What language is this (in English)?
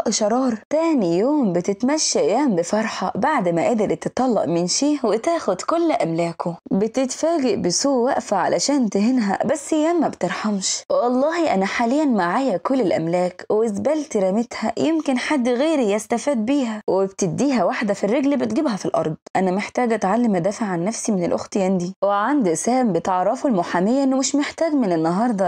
Egyptian Arabic